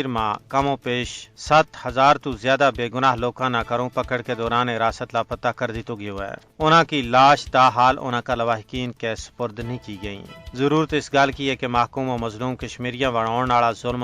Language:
Gujari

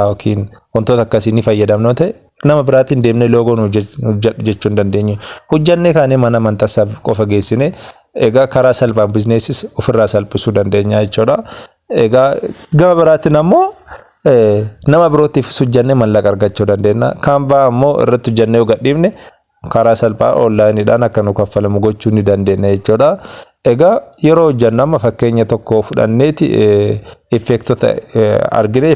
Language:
Oromo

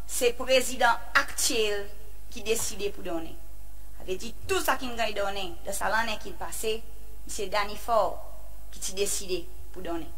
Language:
Seselwa Creole French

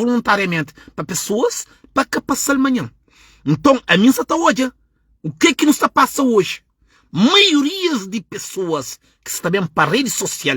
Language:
Kabuverdianu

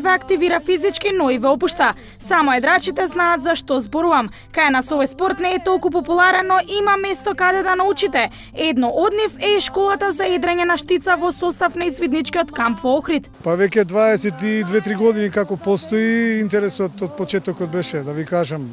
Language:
Macedonian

